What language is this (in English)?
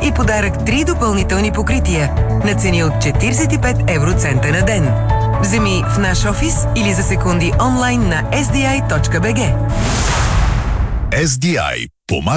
Bulgarian